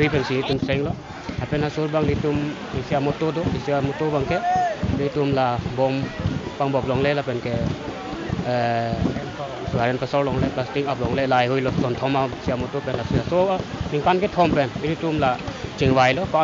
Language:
Karbi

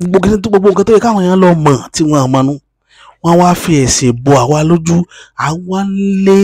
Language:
Yoruba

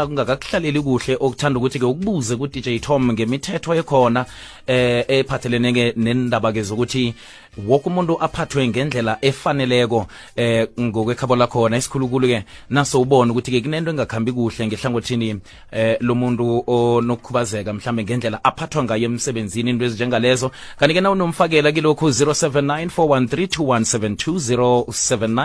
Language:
South Ndebele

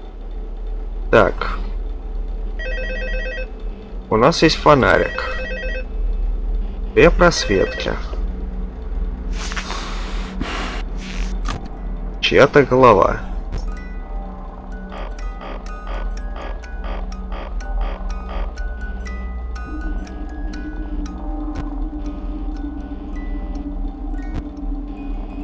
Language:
Russian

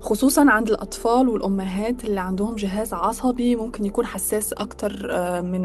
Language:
Egyptian Arabic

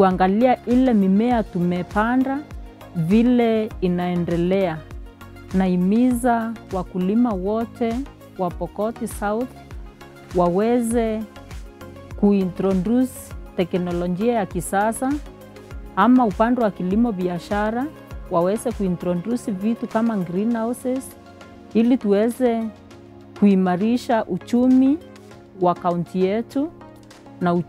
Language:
Swahili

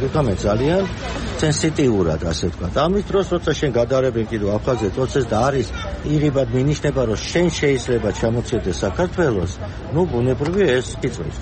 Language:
Georgian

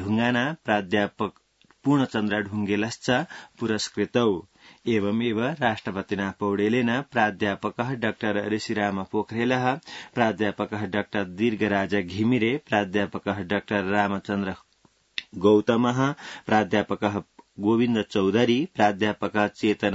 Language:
Sanskrit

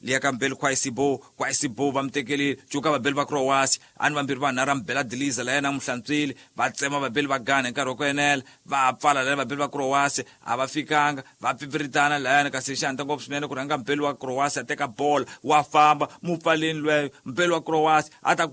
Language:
Tsonga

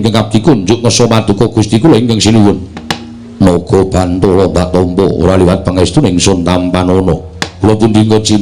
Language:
Javanese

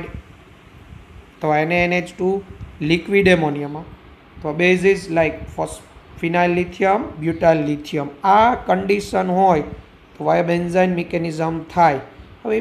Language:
Gujarati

